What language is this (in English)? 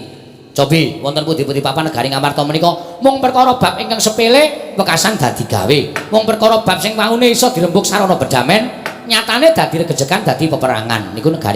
Javanese